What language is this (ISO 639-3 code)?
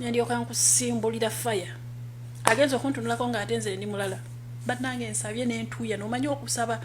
lug